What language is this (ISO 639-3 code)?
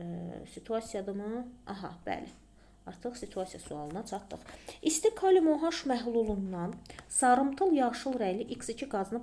aze